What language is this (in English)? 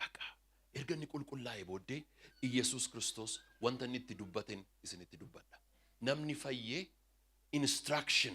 Oromo